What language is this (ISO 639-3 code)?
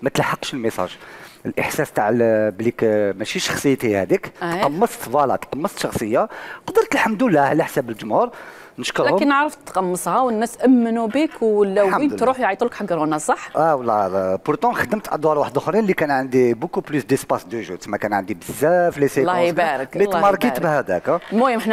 arq